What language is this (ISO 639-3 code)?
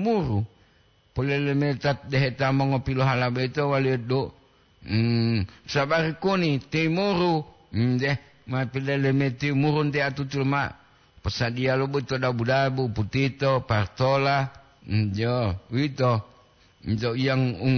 gor